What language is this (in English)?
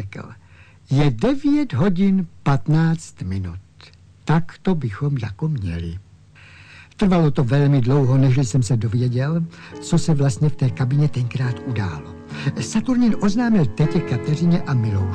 Czech